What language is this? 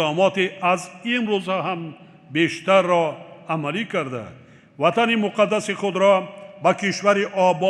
Tajik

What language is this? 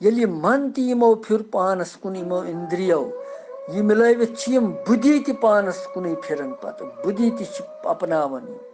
Kashmiri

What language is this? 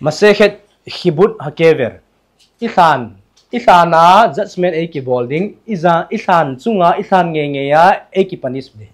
Thado Chin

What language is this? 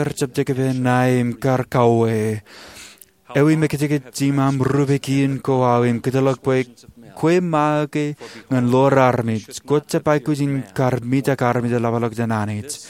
Marshallese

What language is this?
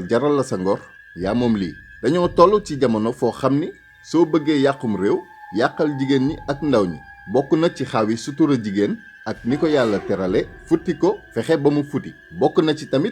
Wolof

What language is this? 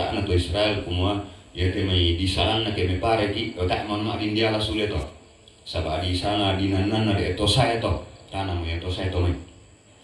Toraja-Sa'dan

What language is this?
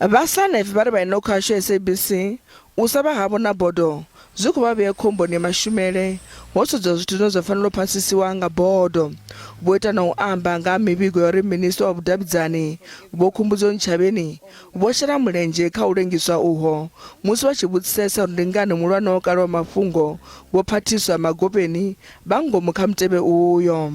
Venda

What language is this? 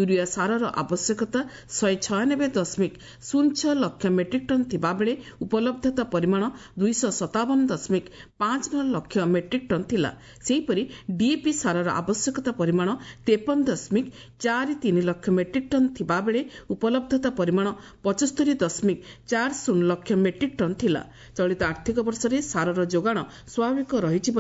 Odia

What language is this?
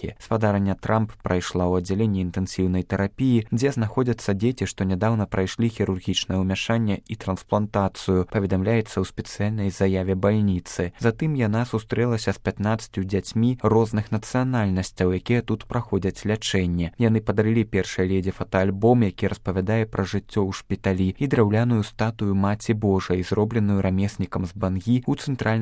Belarusian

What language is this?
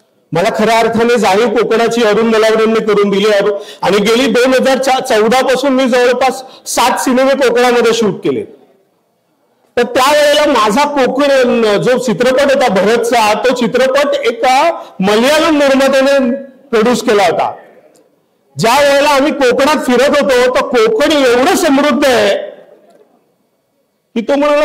Marathi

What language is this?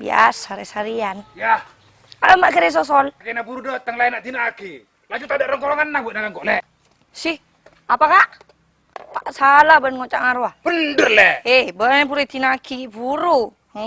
Madurese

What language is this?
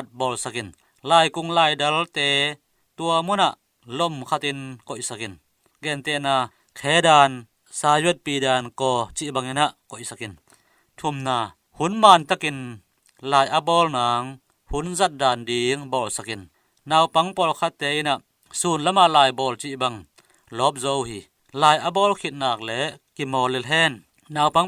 Tedim Chin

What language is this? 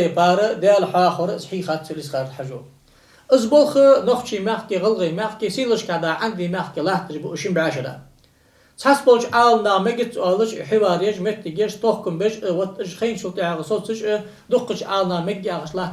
Ingush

